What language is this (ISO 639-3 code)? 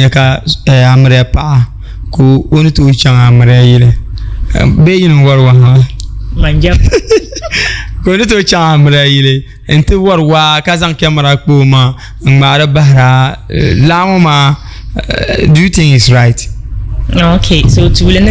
dag